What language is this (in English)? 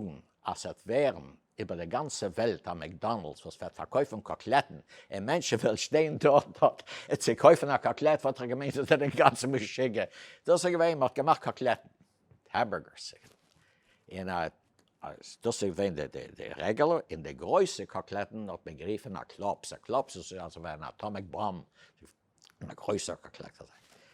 Yiddish